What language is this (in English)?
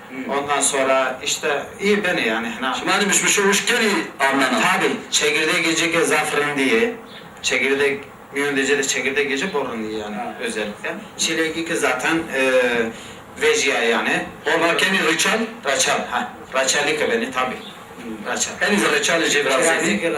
Zaza